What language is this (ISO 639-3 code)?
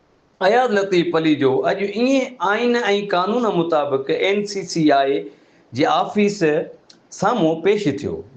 snd